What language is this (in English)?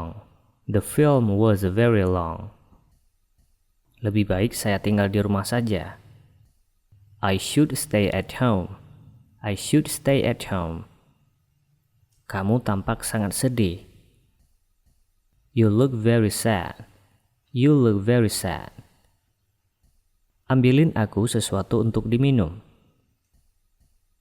Indonesian